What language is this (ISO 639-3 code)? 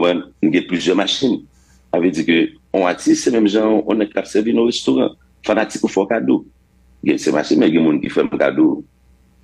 hat